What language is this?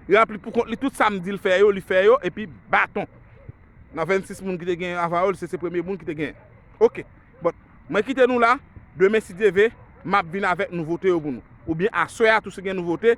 Haitian Creole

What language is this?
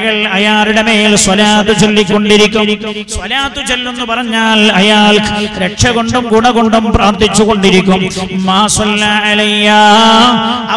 Malayalam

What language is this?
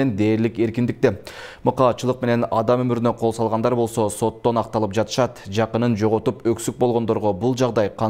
Kyrgyz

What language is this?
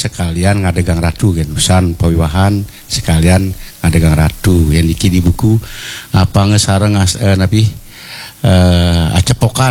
Balinese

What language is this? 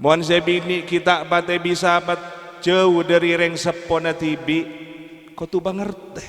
Madurese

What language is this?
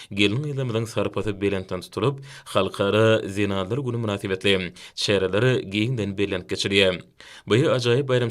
Turkmen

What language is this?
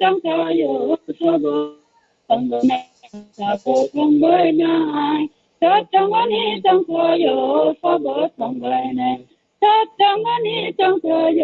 Kok Borok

